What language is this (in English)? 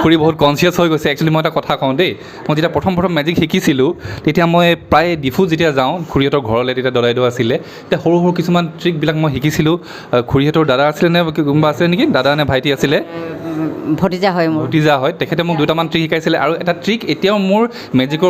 Assamese